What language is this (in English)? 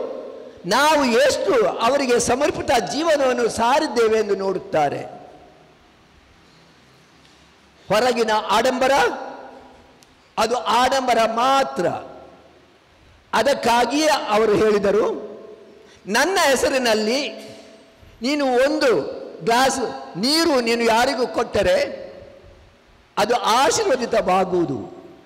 Kannada